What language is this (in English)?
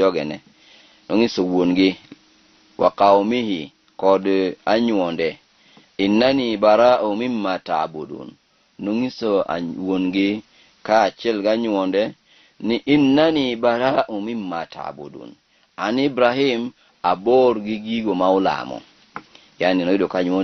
Luo (Kenya and Tanzania)